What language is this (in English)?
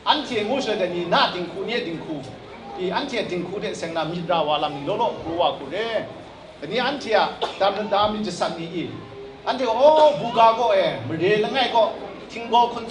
Kachin